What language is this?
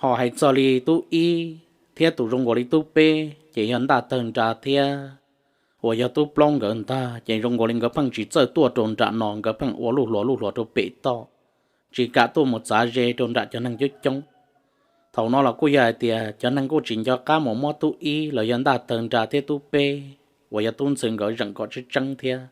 Hmong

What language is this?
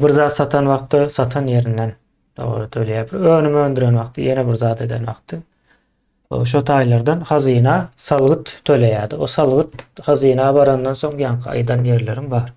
Turkmen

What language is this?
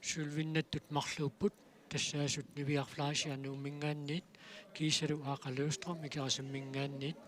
Kalaallisut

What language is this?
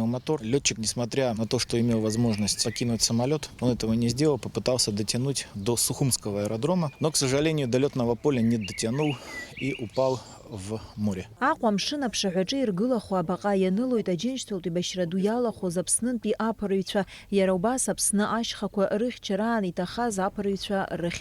Abkhazian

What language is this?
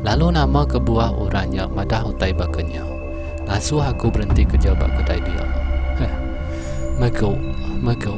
Iban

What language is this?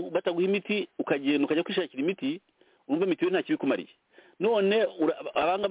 Kinyarwanda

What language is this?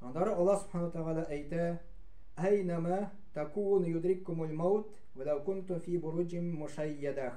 Tatar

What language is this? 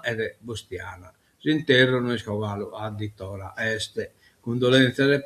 Sardinian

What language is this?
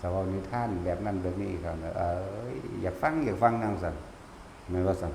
Northeastern Thai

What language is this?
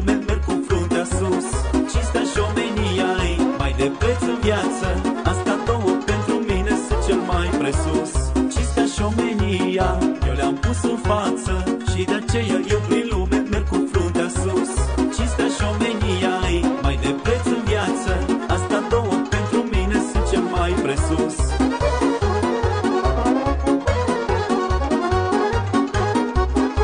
Romanian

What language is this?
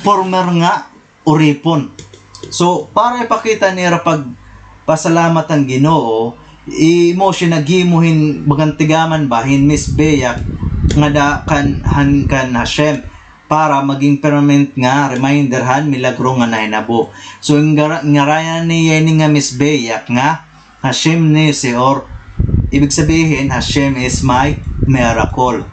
Waray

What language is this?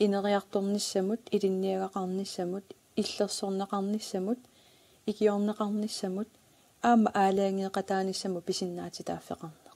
Kalaallisut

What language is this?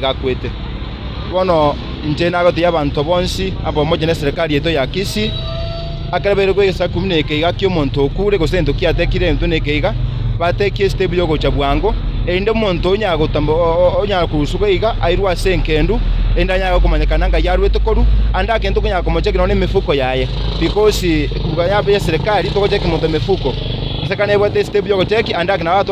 Gusii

